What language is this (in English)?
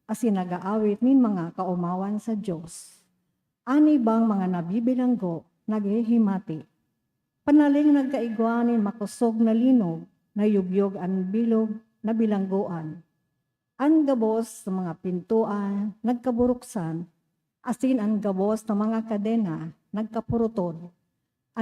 Bikol